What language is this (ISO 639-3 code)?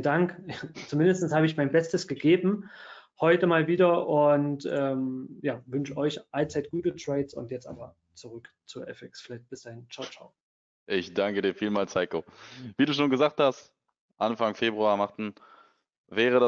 deu